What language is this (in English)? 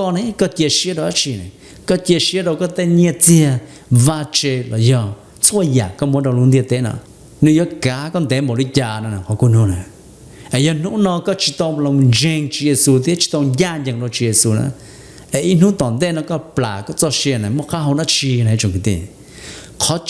Hmong